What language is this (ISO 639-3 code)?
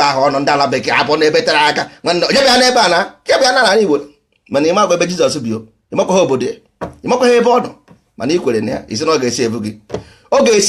ibo